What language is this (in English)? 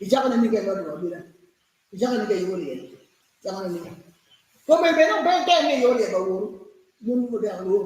Acoli